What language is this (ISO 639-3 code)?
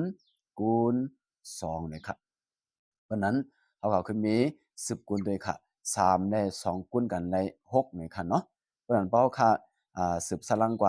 shn